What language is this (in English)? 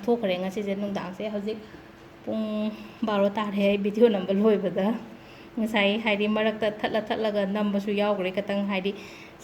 Manipuri